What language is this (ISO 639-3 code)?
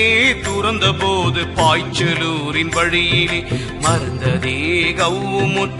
tam